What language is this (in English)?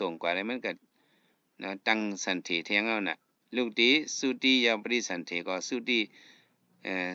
Shan